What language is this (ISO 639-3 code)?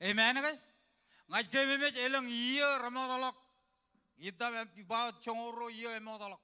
mah